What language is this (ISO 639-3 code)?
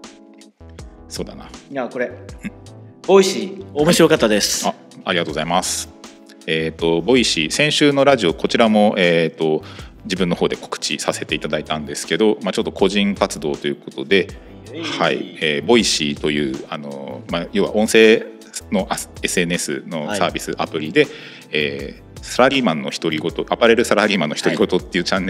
jpn